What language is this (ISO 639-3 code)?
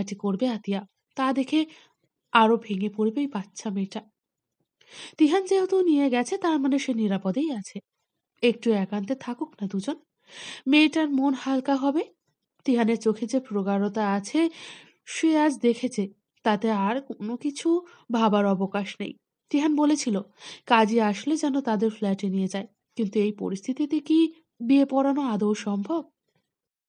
ben